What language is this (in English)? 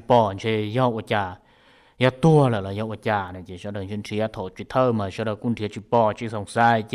Hmong